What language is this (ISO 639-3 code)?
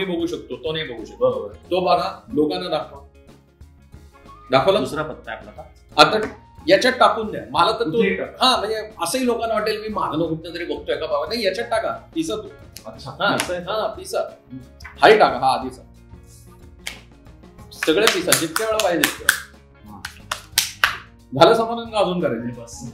mar